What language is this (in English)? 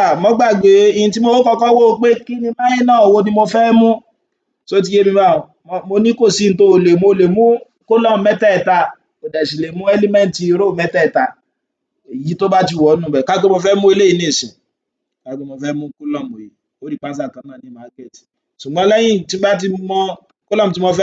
Yoruba